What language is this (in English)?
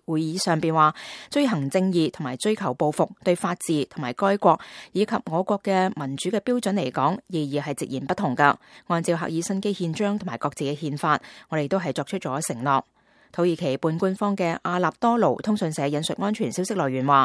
Cantonese